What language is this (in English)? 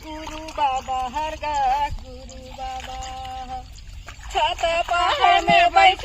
Chhattisgarhi